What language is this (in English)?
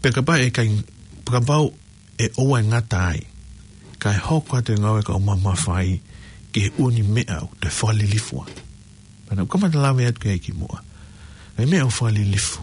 Tongan